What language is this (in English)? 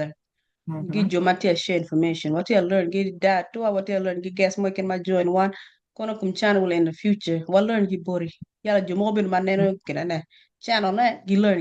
Acoli